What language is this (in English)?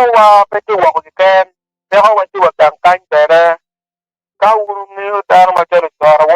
Acoli